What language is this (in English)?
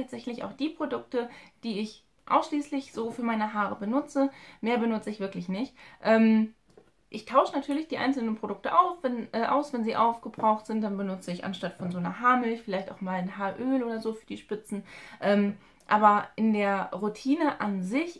German